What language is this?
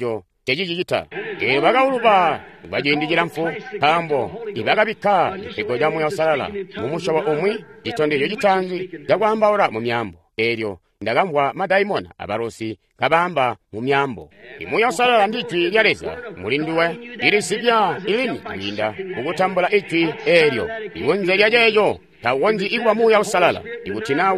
Tonga (Zambia)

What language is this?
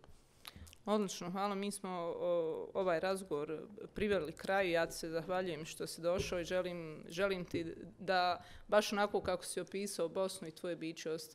Bosnian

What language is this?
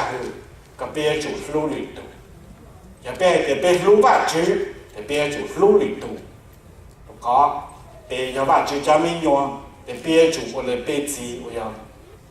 Hmong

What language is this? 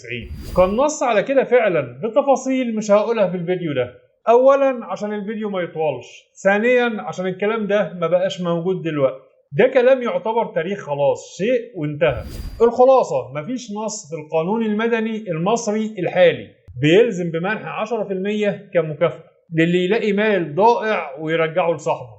Egyptian Arabic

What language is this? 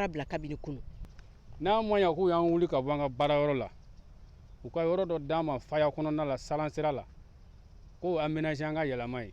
Bambara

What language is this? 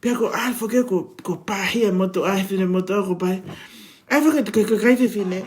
Tongan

